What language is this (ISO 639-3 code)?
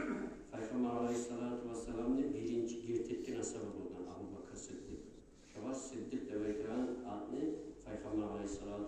kum